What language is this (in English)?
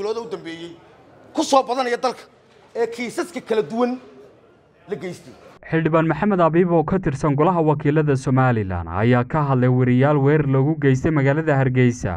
Somali